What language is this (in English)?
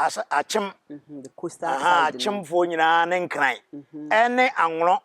Akan